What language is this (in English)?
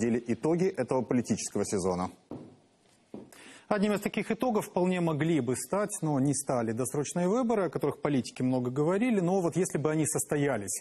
Russian